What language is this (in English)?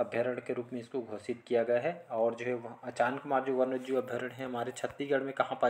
Hindi